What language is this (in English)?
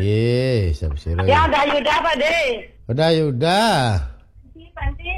Balinese